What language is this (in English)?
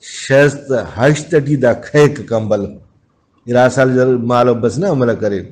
Brahui